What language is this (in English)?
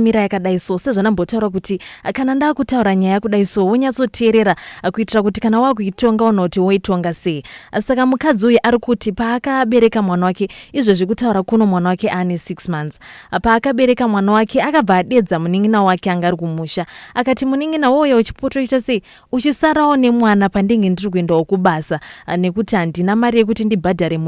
Shona